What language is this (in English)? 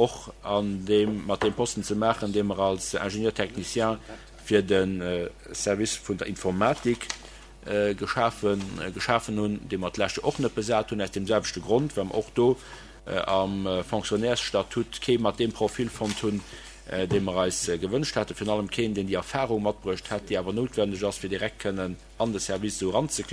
Luxembourgish